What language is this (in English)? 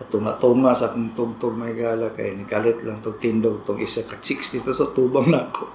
Cebuano